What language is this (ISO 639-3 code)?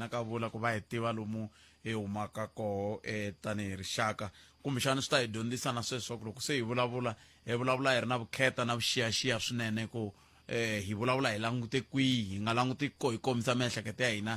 tso